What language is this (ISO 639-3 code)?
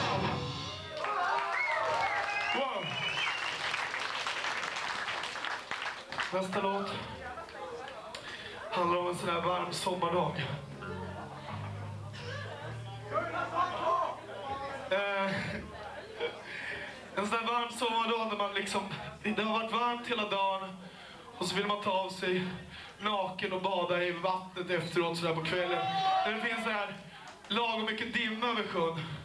swe